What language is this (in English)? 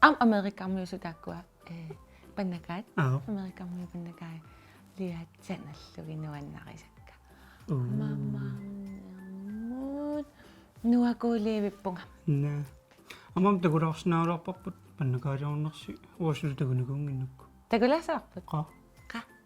Kalaallisut